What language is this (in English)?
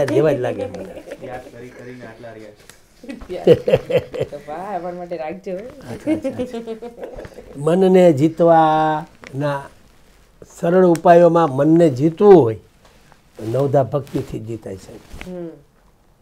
Gujarati